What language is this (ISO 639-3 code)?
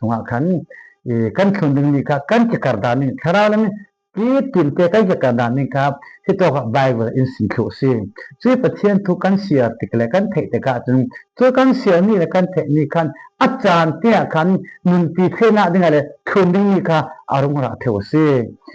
cfm